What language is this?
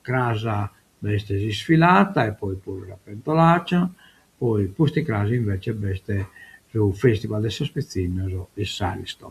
Sardinian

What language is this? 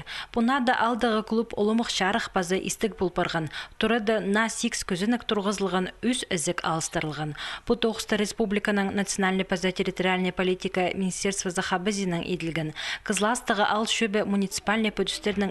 Khakas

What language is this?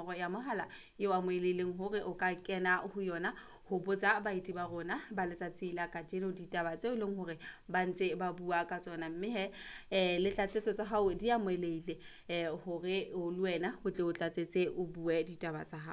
Southern Sotho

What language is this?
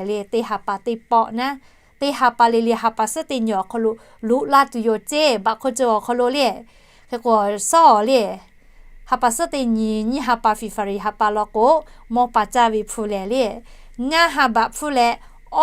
Lahu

